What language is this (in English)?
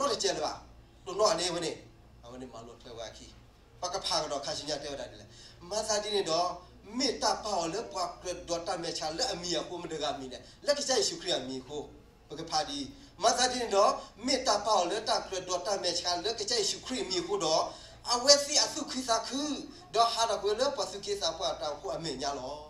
S'gaw Karen